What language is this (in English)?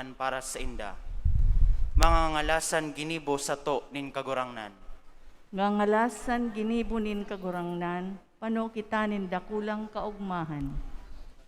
Bikol